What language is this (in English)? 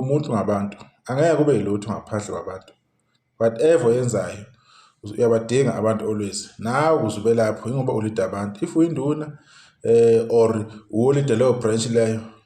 Zulu